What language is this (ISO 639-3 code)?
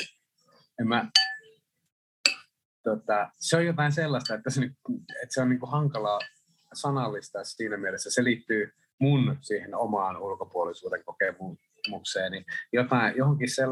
fin